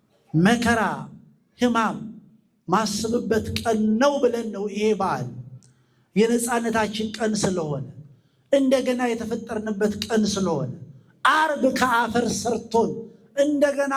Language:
Amharic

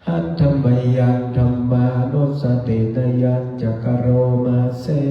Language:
Pali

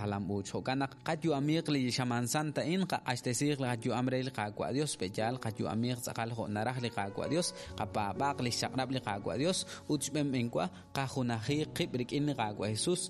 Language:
Kekchí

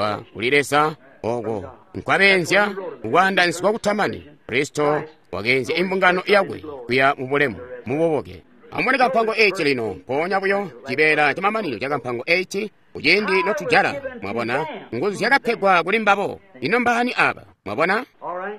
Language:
Tonga (Zambia)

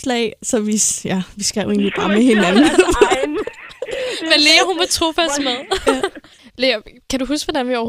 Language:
Danish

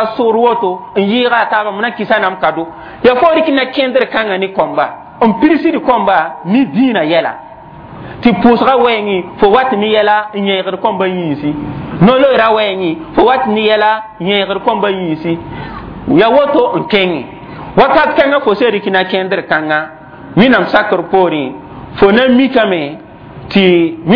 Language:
Mossi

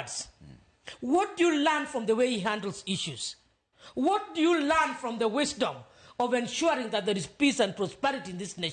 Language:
Luo (Kenya and Tanzania)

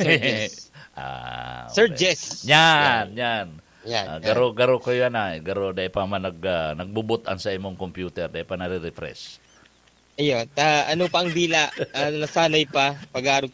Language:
Bikol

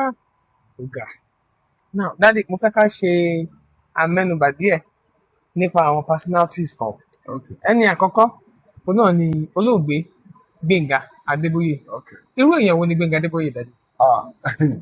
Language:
Yoruba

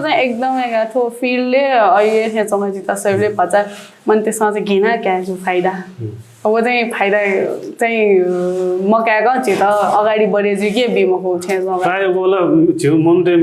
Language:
Newari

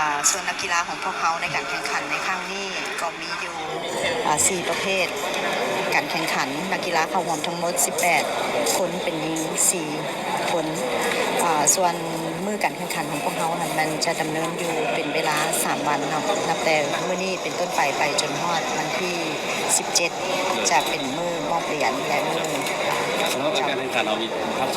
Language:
Lao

